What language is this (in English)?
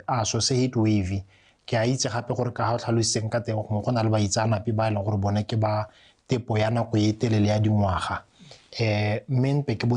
Tswana